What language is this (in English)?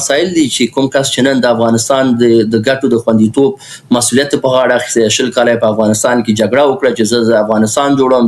Pashto